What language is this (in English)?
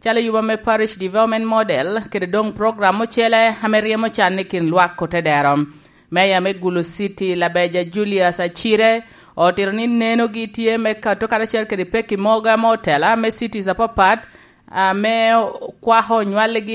Lango (Uganda)